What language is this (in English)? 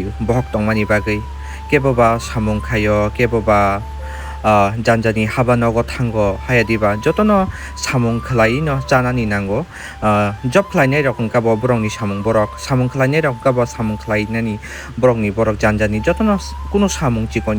Kok Borok